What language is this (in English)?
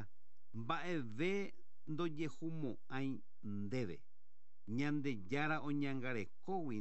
Guarani